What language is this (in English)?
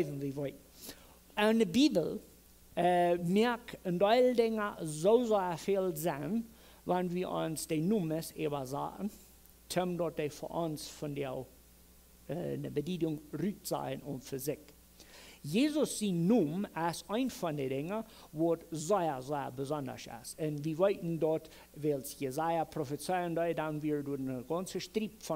Plautdietsch